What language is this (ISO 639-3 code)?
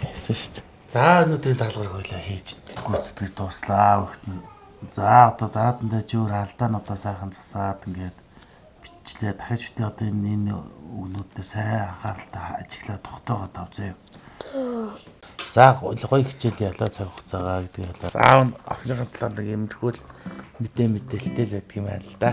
mon